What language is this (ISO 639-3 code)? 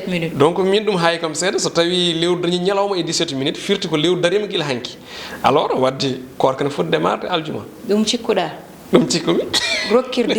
ful